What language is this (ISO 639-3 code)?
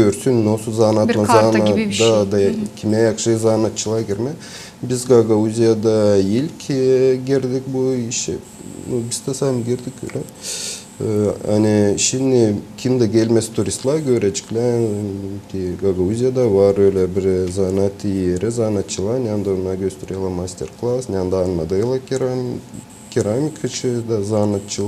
gag